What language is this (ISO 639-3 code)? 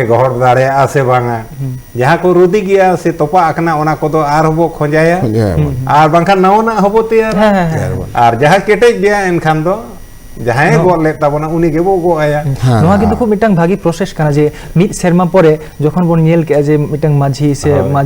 sat